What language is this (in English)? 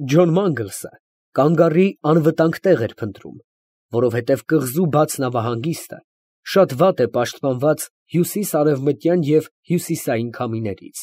Armenian